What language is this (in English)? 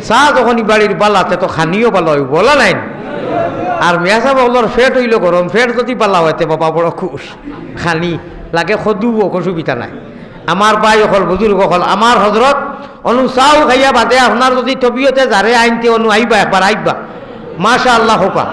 Sylheti